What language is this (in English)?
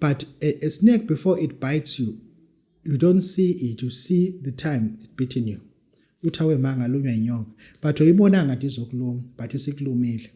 Zulu